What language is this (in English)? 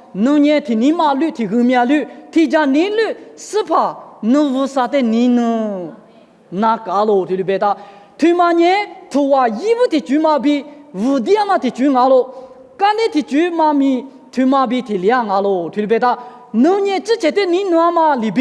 Lisu